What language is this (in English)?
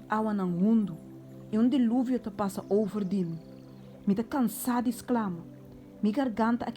Papiamento